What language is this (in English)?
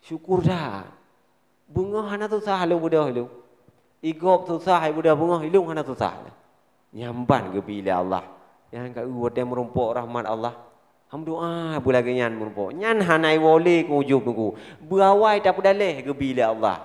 Achinese